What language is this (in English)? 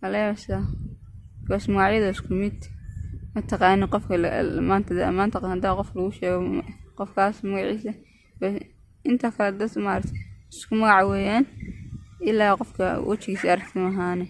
Somali